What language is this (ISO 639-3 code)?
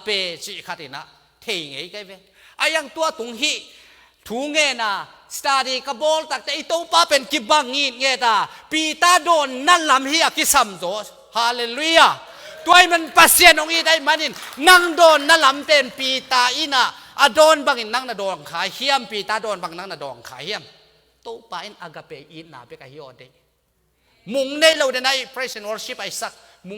ctd